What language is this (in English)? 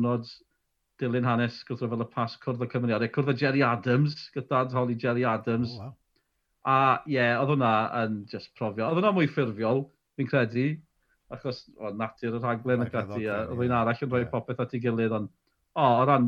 Welsh